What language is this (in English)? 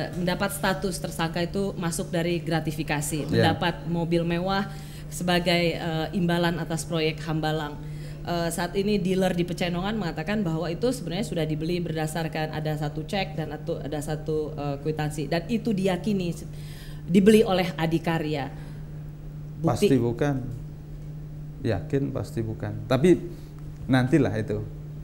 Indonesian